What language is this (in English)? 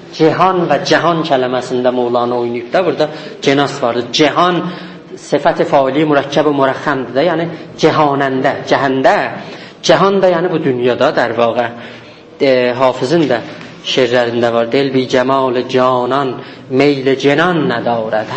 South Azerbaijani